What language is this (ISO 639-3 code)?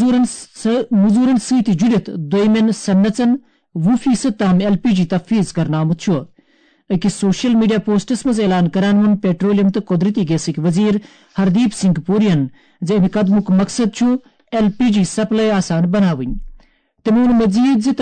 kas